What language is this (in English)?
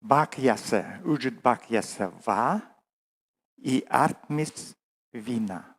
Komi